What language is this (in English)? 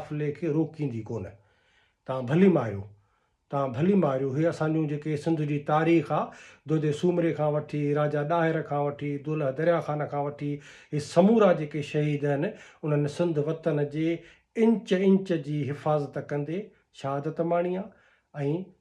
Sindhi